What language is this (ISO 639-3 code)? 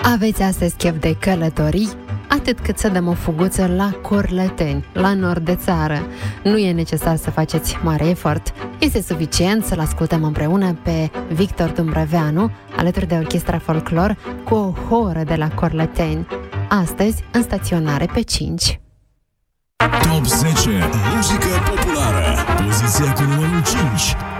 ron